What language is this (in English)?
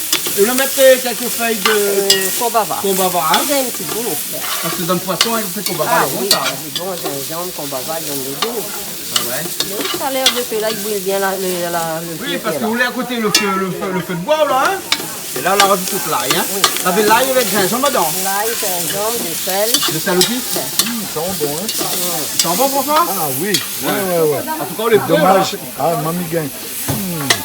Réunion Creole French